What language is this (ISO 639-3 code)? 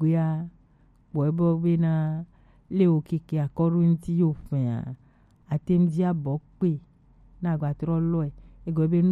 gej